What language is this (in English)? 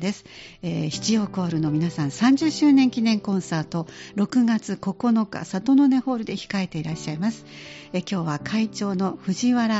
Japanese